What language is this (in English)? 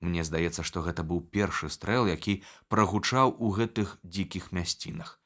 Belarusian